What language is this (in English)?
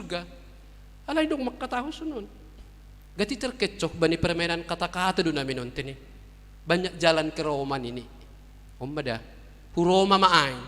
Batak Simalungun